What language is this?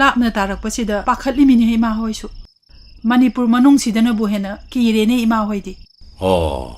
Manipuri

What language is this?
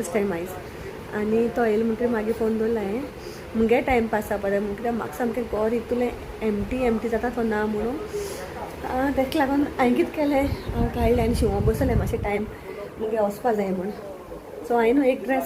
Konkani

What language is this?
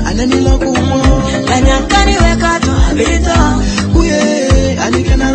Swahili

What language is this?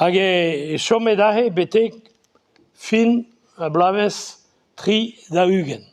Breton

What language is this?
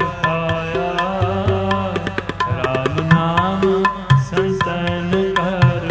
Punjabi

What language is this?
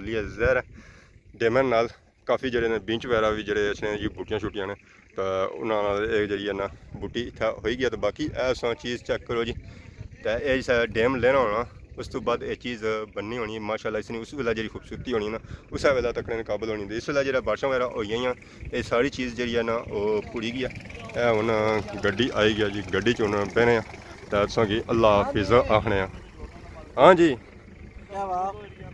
Pahari-Potwari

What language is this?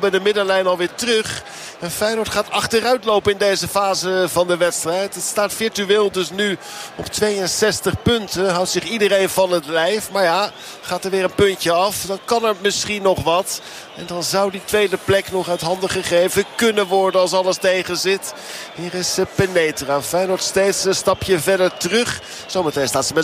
Dutch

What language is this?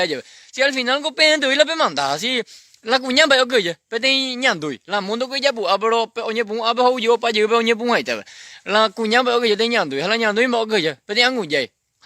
Guarani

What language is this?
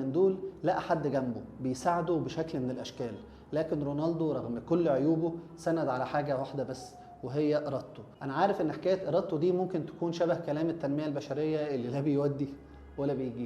Egyptian Arabic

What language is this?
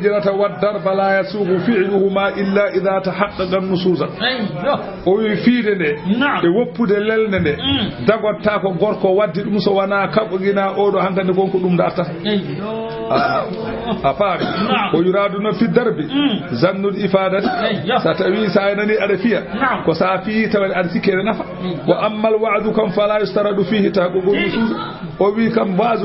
Fula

